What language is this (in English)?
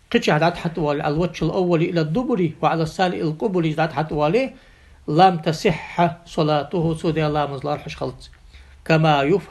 Ingush